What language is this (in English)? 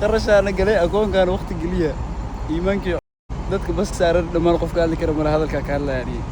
Somali